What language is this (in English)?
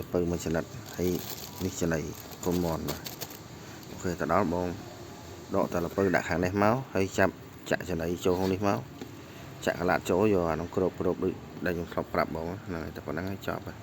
Khmer